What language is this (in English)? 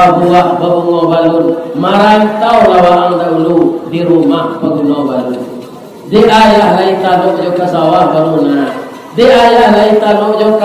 Minangkabau